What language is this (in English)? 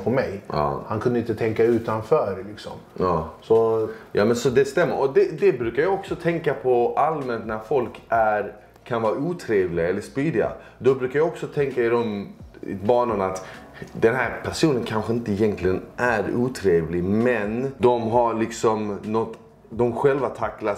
Swedish